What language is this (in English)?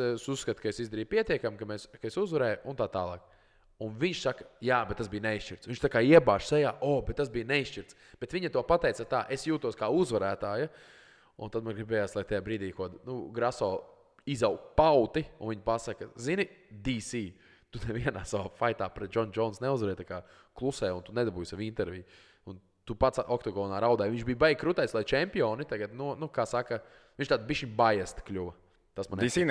Latvian